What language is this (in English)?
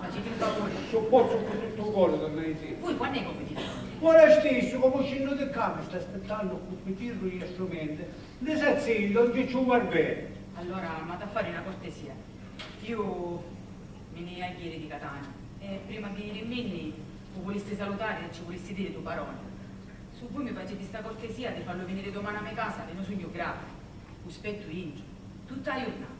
Sicilian